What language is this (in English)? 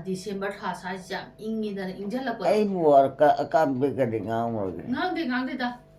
Manipuri